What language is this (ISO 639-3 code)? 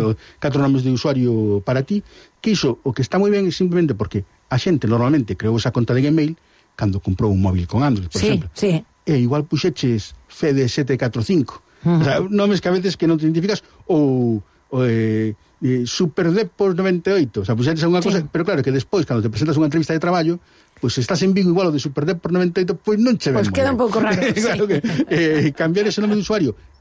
glg